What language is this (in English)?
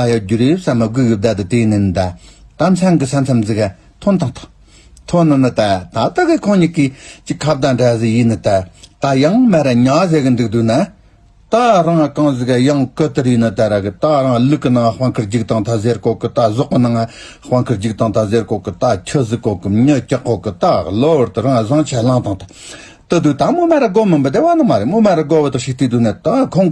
Tibetan